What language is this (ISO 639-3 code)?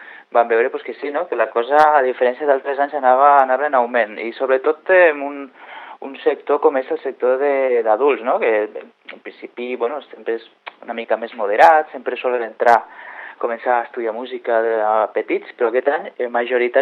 cat